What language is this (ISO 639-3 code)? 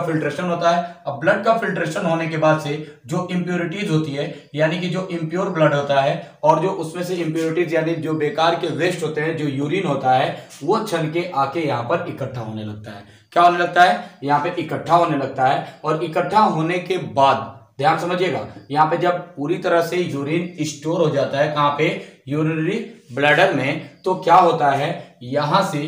hin